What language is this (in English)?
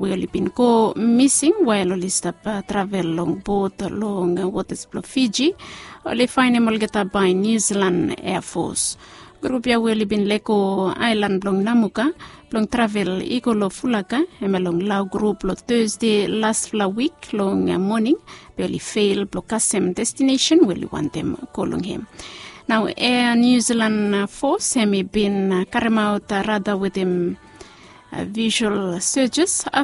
Bislama